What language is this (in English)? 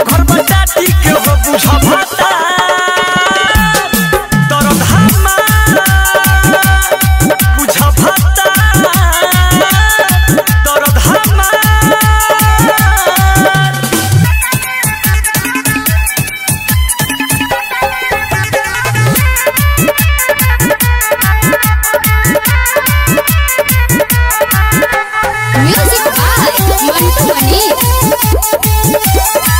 Bhojpuri